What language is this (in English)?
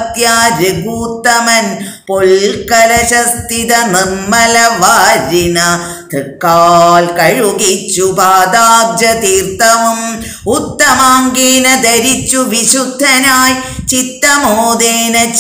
Malayalam